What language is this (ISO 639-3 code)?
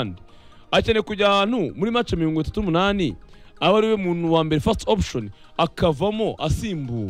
kin